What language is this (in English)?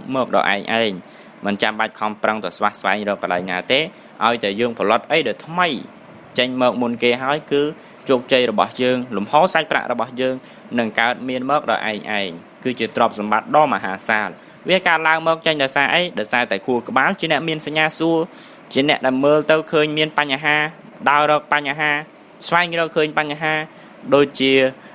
Khmer